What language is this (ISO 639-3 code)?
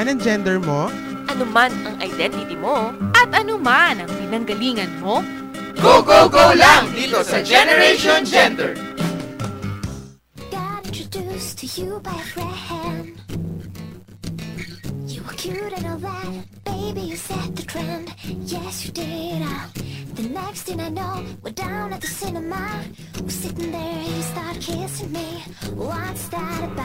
fil